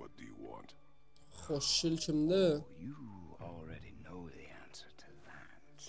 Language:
South Azerbaijani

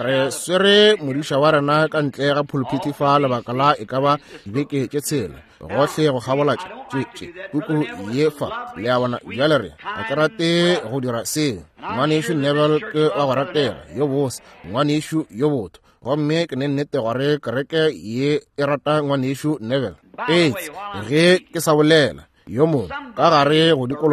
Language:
Northern Sotho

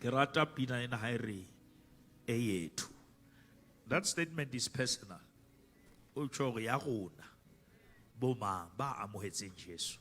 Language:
Southern Sotho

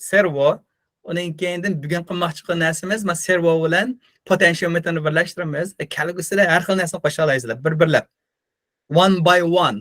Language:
Uyghur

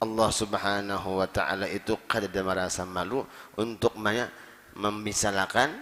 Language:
Banjar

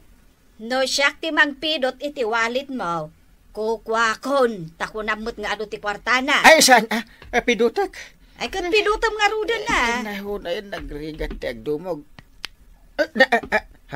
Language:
Iloko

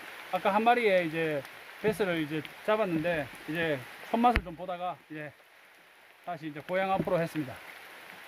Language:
Korean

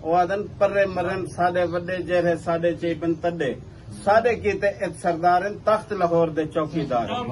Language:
Saraiki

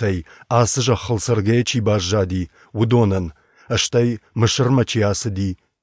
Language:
Ossetic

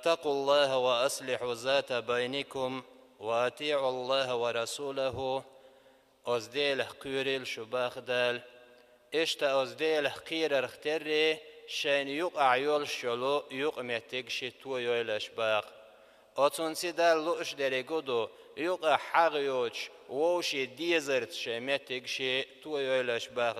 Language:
Chechen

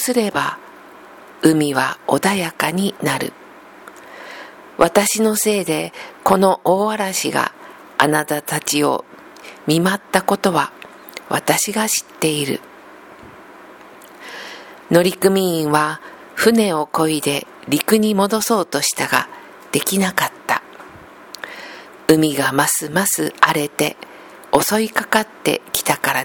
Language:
Japanese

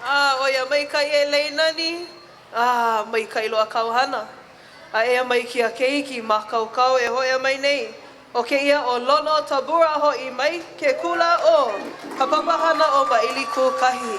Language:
Hawaiian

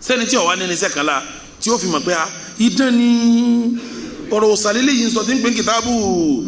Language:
Yoruba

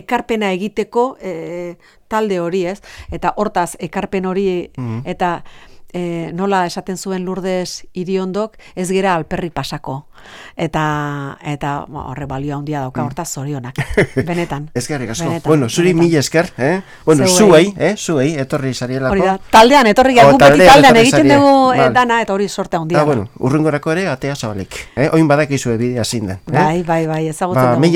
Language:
Basque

